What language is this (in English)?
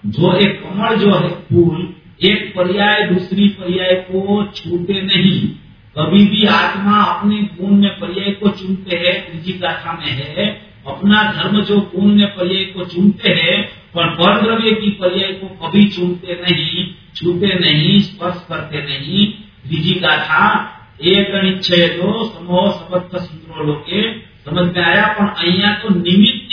Gujarati